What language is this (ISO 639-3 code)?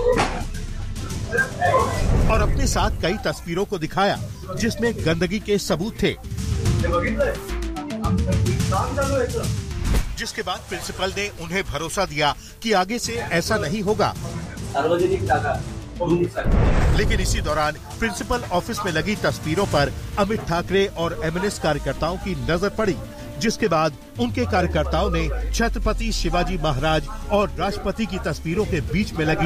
hin